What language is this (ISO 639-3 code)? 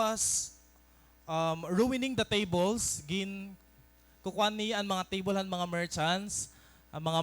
war